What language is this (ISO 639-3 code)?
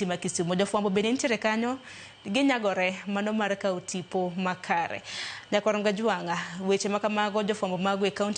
luo